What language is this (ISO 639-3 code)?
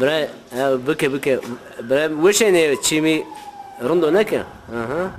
zza